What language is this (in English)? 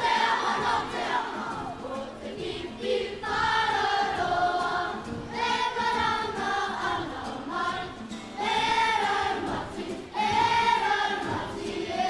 Māori